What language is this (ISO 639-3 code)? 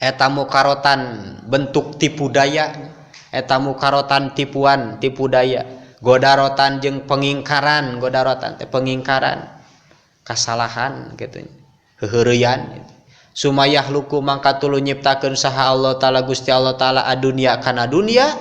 sun